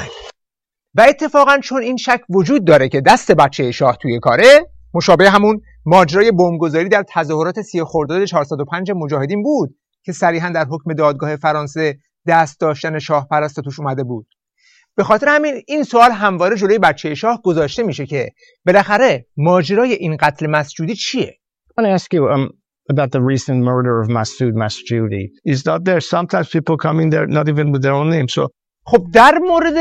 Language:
Persian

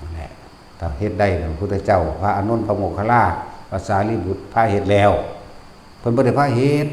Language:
Northeastern Thai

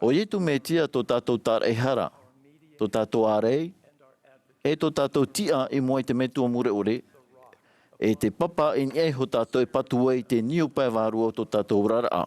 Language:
Tahitian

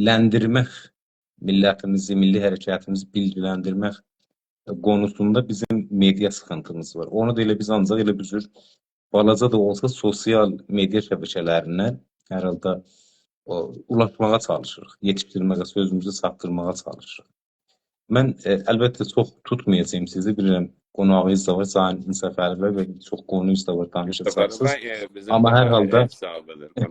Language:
South Azerbaijani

